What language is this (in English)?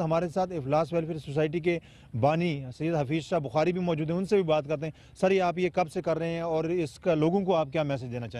Urdu